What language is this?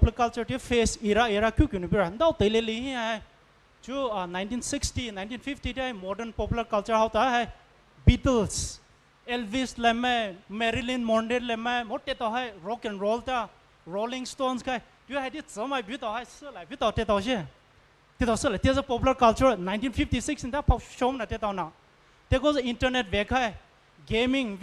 Poumei Naga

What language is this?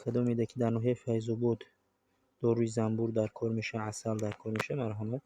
Tajik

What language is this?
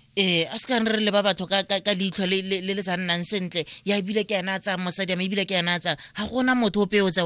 Tswana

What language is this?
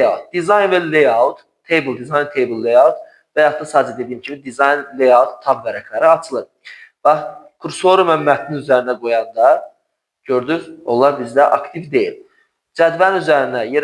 Azerbaijani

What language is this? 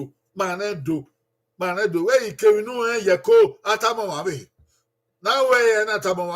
Bini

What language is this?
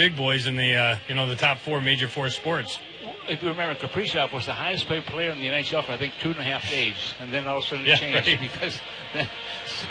English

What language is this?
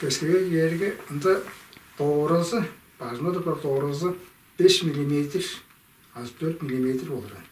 Tuvinian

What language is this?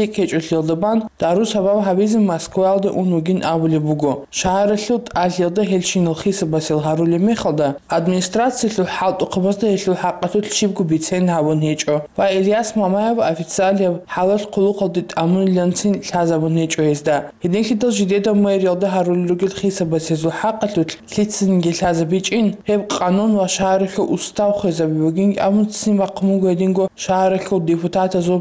Avaric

